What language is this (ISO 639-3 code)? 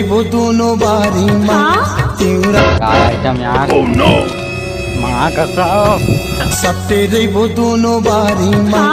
hne